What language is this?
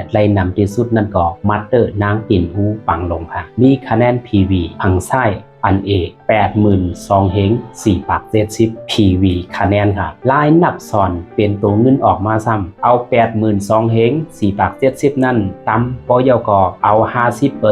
Shan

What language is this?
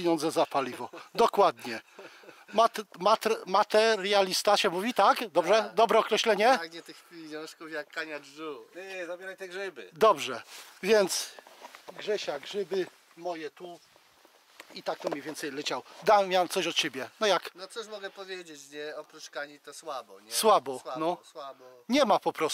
Polish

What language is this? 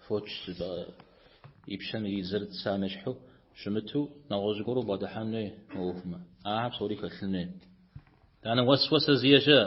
Kabardian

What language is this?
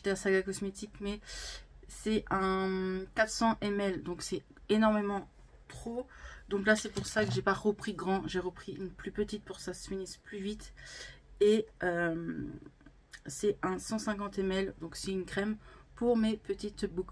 French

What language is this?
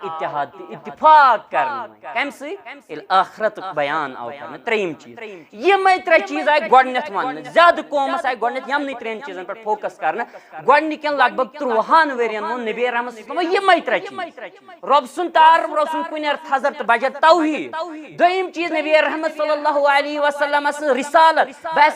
Kashmiri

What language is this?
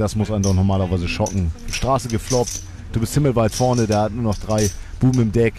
German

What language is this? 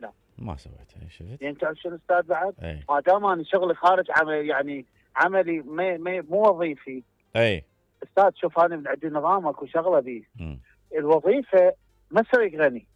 Mesopotamian Arabic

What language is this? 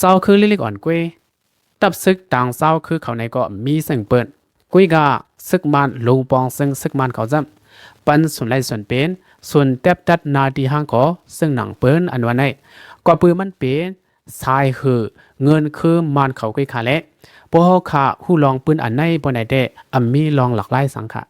Shan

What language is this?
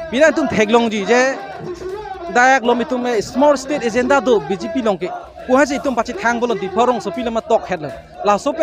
Karbi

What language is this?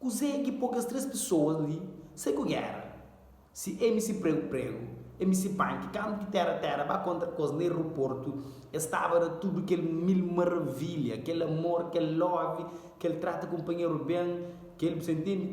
Kabuverdianu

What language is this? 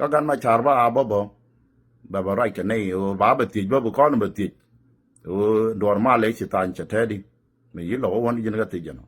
Nuer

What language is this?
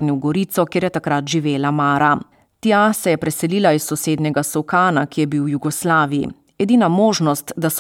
Slovenian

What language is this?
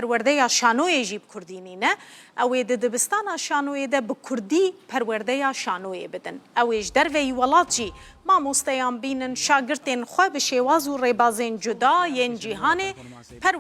Kurdish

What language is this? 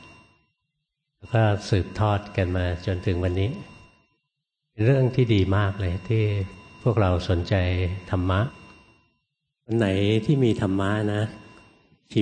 Thai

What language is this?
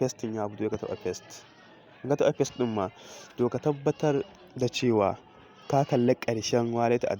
Hausa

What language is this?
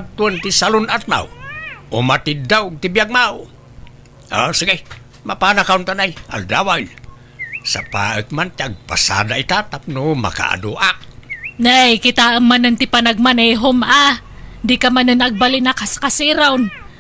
Iloko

